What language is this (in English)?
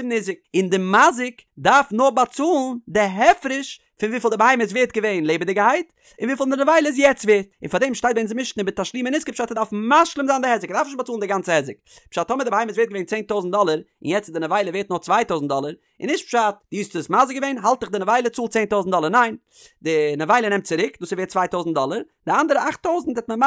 Yiddish